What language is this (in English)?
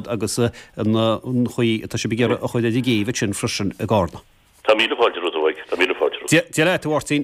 Irish